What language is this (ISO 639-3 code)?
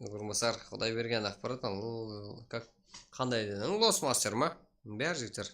kaa